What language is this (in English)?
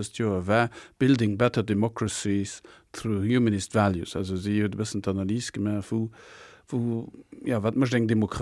Luxembourgish